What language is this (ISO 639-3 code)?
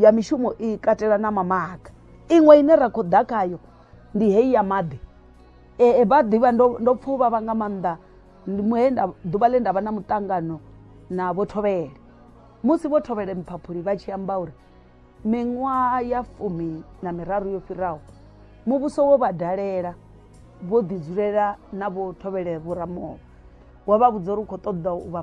ven